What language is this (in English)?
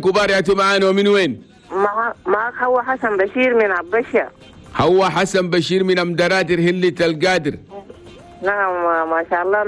Chadian Arabic